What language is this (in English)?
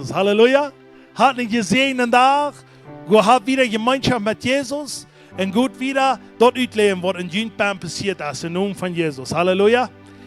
Plautdietsch